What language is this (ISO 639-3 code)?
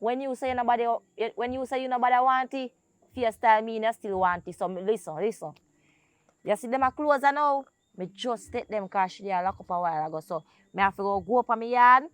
jam